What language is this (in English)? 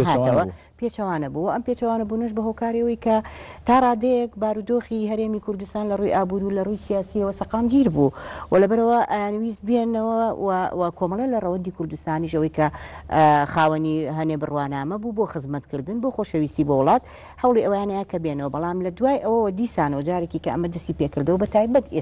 Central Kurdish